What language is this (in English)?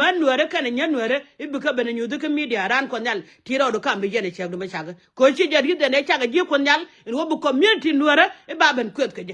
Nuer